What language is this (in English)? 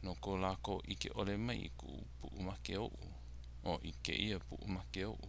Hawaiian